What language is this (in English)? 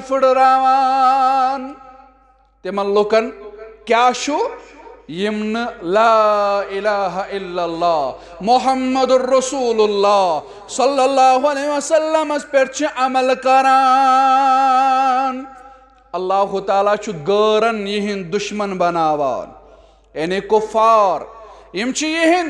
Kashmiri